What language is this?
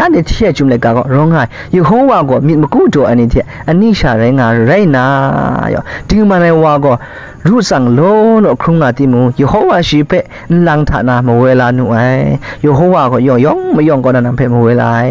Kachin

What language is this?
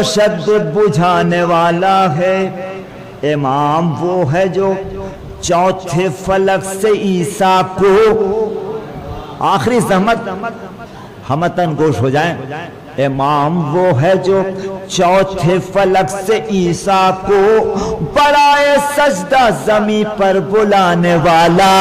Urdu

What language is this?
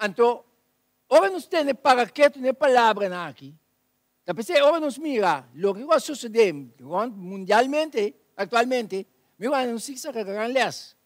Papiamento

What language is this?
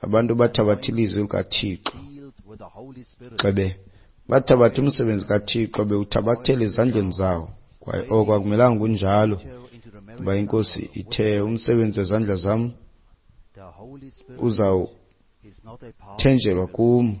Xhosa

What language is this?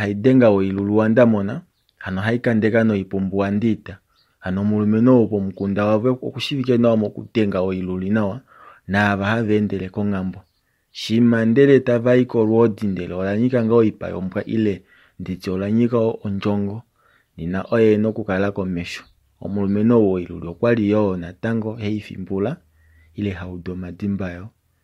Kuanyama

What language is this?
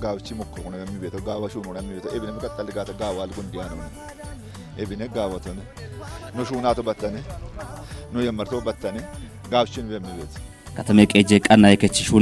Kafa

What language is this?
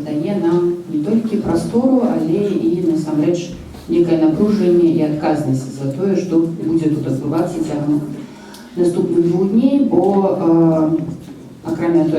Belarusian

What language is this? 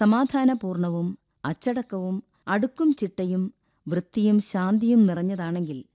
Malayalam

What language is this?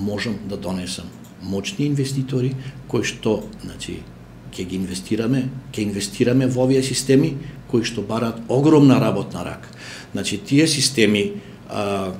Macedonian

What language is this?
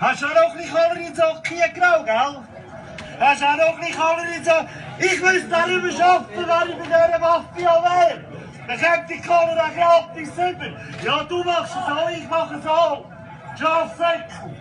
Swiss German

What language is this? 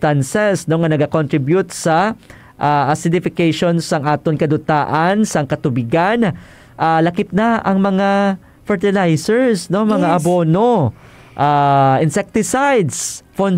Hiligaynon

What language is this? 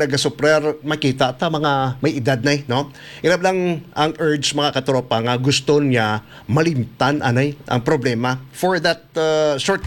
Hiligaynon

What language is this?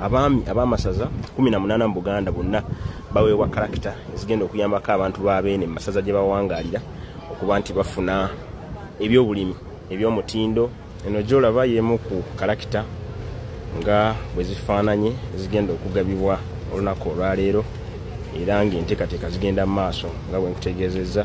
Ganda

